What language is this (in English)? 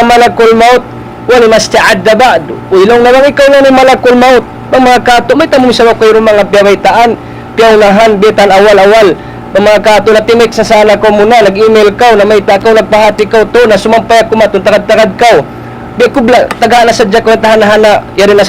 Tausug